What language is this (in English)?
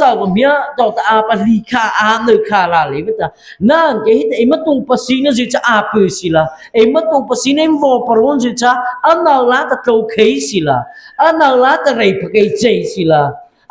Mara Chin